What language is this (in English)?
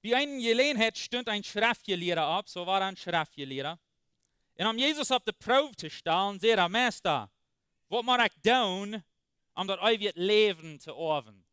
Plautdietsch